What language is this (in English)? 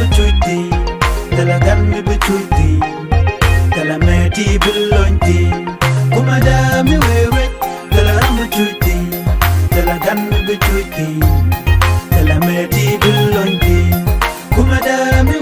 Nuer